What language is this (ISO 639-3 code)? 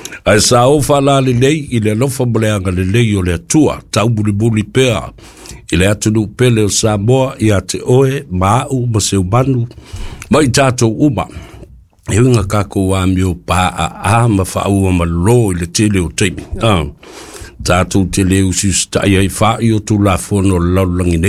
smo